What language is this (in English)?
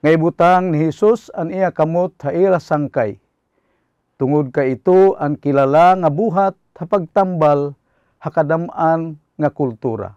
Waray